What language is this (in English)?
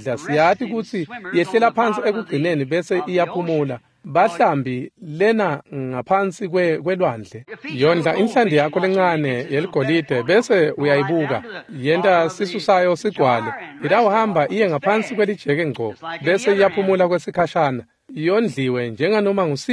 Swati